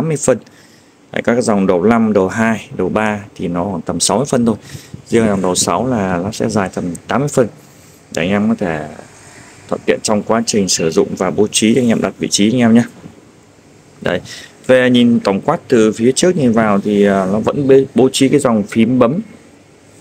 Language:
Vietnamese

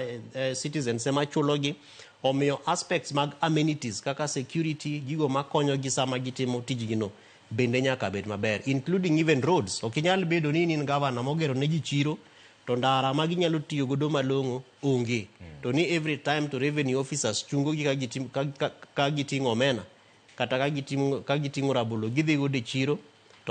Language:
Luo (Kenya and Tanzania)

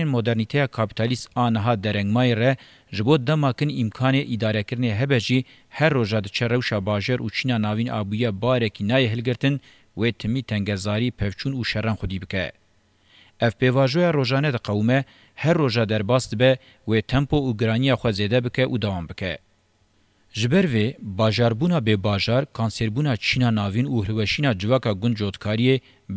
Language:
Kurdish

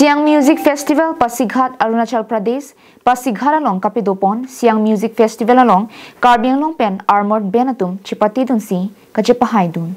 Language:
Karbi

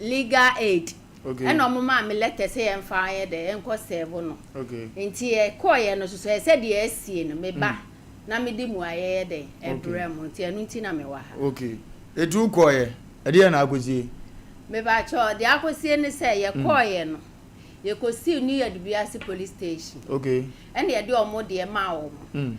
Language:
Akan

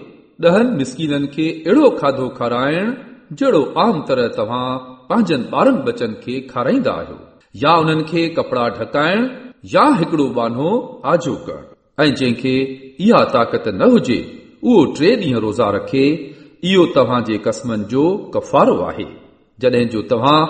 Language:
Sindhi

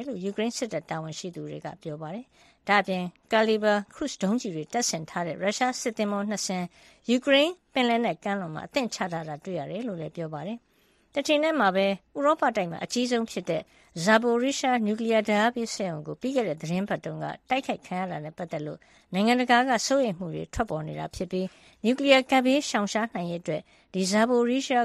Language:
Burmese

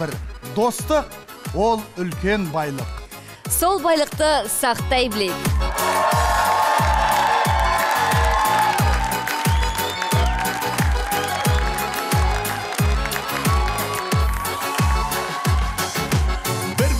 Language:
Kazakh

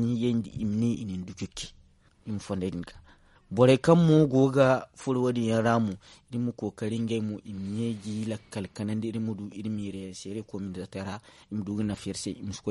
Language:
Zarma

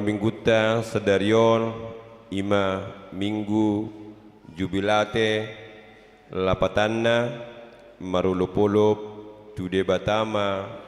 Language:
Batak Toba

